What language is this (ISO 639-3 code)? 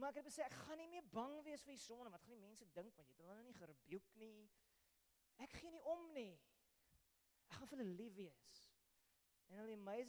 afr